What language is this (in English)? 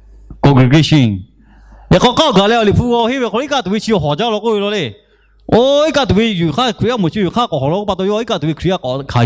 Lahu